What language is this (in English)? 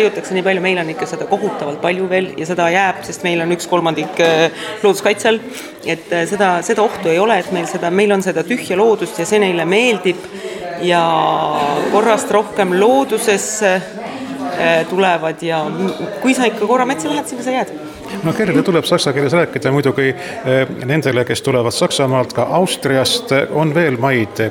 Estonian